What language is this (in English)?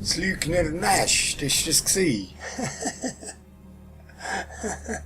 Swiss German